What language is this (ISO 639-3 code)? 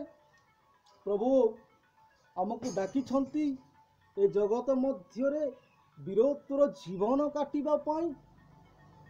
ori